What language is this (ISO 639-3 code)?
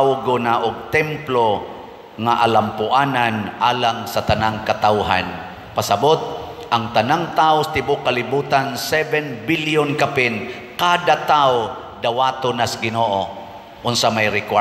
ceb